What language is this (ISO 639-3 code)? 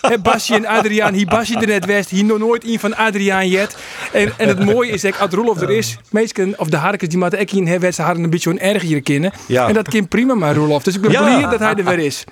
fry